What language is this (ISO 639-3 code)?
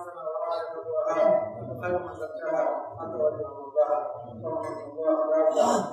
fuf